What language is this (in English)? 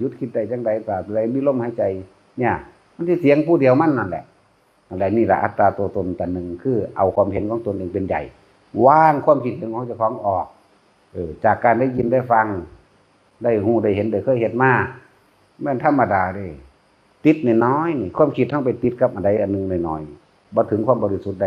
Northeastern Thai